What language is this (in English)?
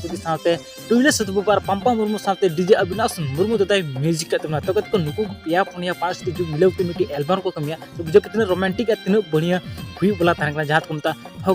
Santali